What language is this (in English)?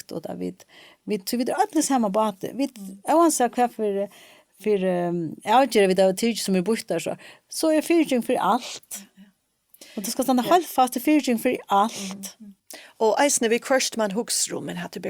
Faroese